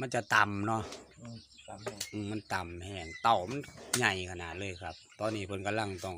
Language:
Lao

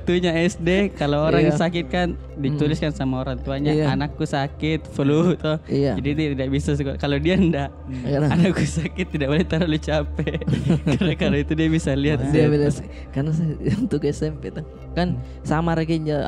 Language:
Makassar Malay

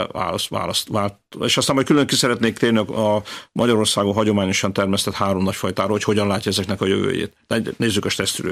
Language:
Hungarian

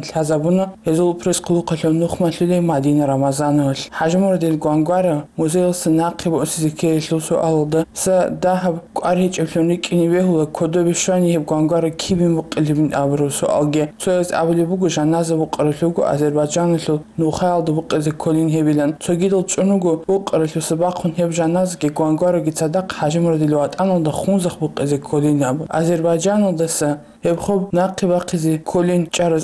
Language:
Avaric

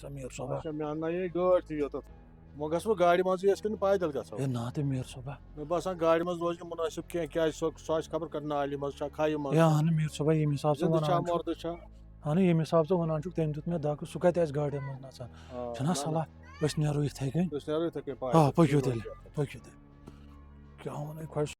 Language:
Kashmiri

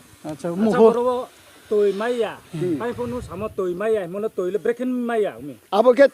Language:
Riang (India)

